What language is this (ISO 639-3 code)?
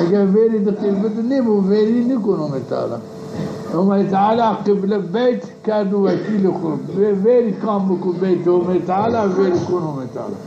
zza